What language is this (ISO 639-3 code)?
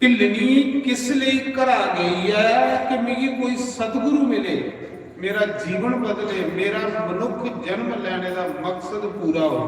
doi